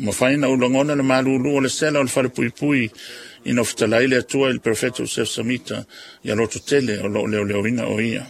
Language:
Samoan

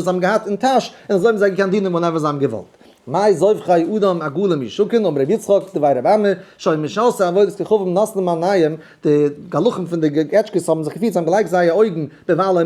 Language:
Yiddish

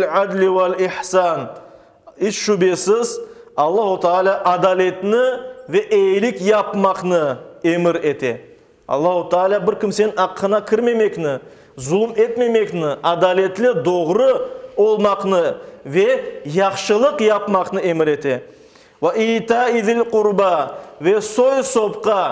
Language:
Crimean Tatar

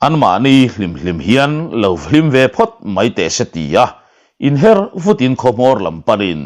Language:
Mizo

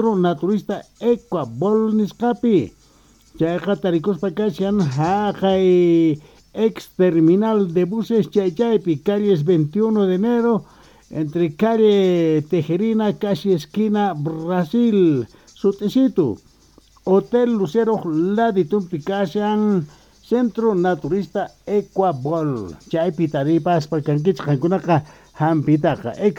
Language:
South Bolivian Quechua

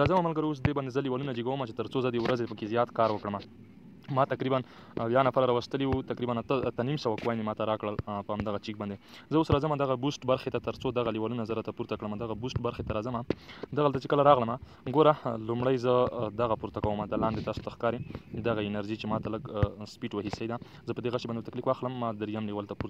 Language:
Pashto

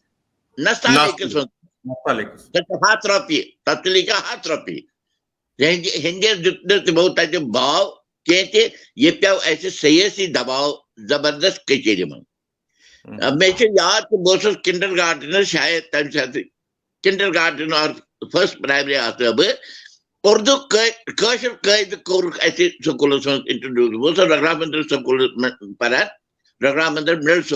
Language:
Kashmiri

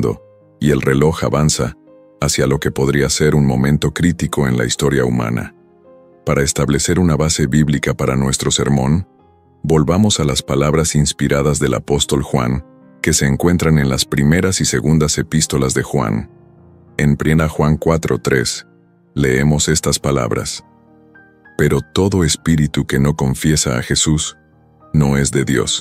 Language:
Spanish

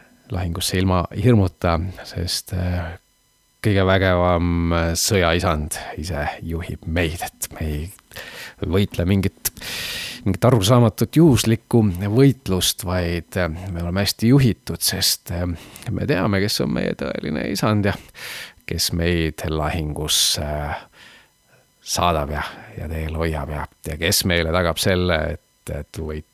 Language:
Estonian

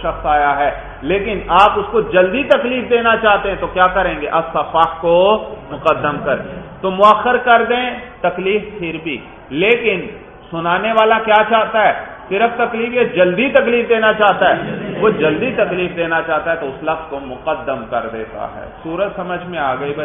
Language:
Urdu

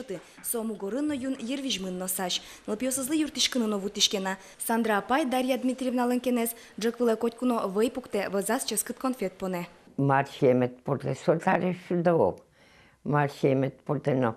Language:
Udmurt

